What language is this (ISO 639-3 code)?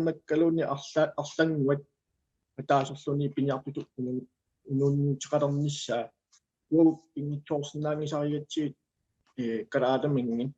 kal